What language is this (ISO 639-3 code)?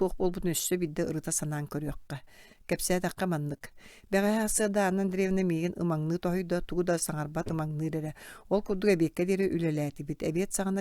sah